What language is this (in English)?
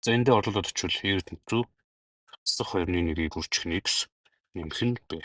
Mongolian